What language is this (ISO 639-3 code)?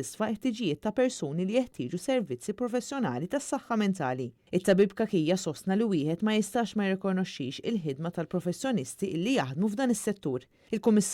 mlt